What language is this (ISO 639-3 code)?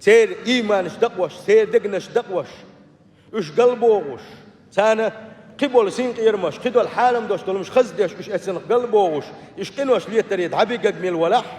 che